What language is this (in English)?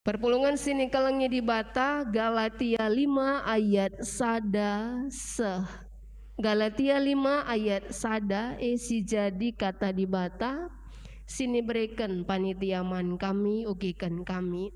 Batak Karo